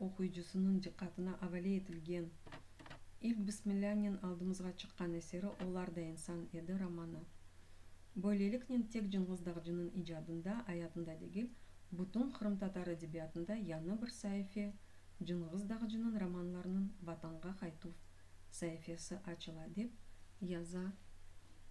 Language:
Crimean Tatar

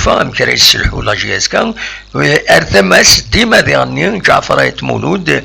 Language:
Kabyle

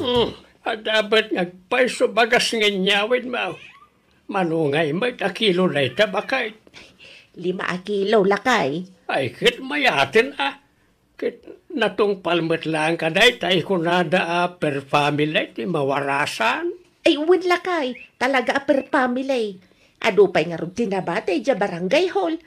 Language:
Iloko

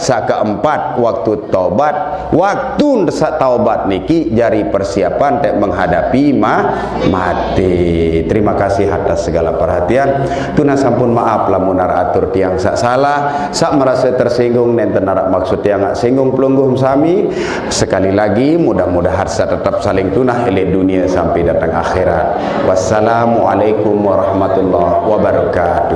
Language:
Sasak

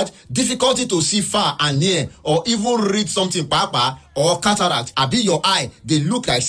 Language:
Nigerian Pidgin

